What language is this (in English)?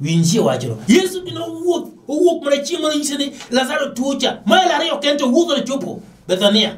Luo (Kenya and Tanzania)